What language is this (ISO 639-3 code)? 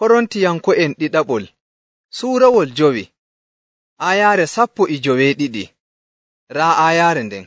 fuv